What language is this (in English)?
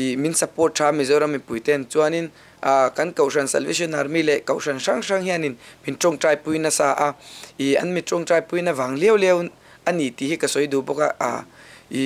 Mizo